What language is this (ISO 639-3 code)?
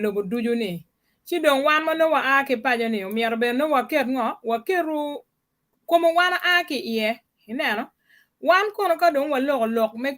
ach